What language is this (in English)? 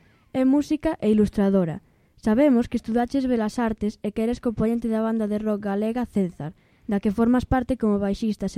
Galician